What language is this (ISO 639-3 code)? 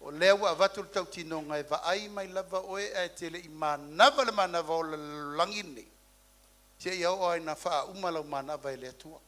smo